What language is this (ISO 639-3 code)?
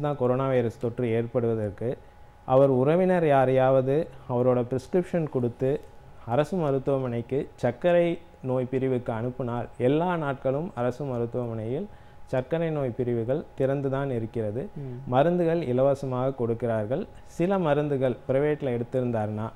tam